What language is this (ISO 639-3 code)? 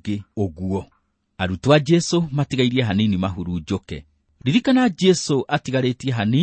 kik